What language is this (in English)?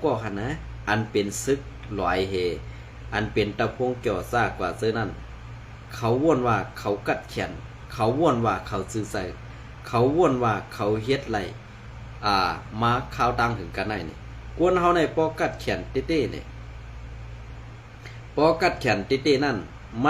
Shan